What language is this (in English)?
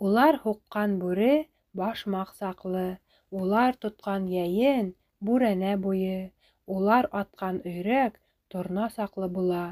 Bashkir